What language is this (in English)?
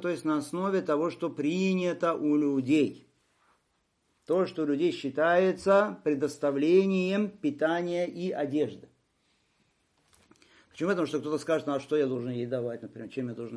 Russian